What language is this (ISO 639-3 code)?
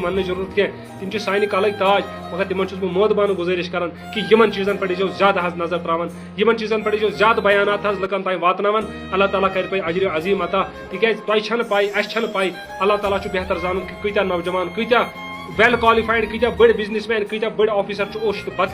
kas